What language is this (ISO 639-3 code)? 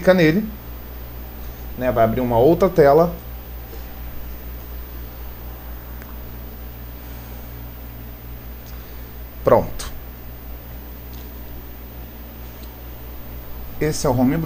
por